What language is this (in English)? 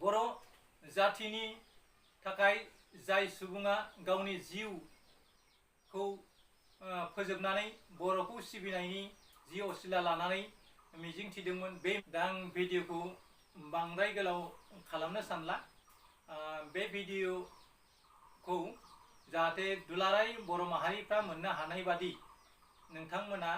Bodo